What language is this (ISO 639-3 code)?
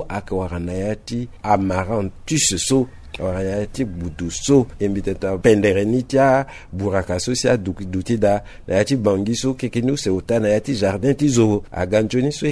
sag